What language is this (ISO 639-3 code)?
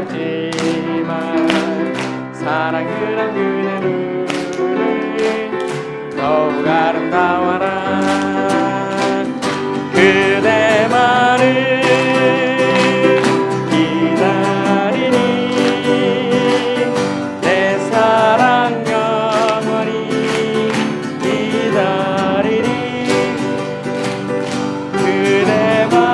kor